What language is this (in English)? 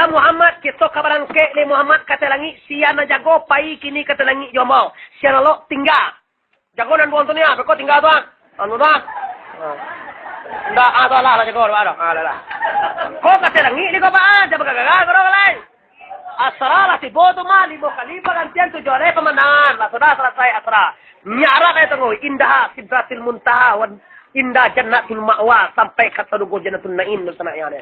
Minangkabau